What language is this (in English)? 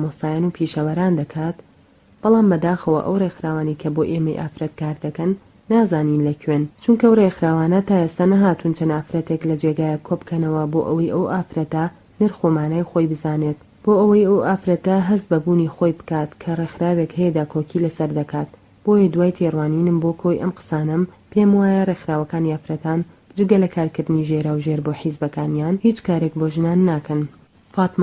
Central Kurdish